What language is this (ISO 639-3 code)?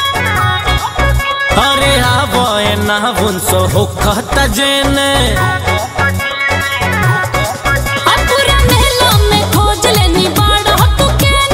bho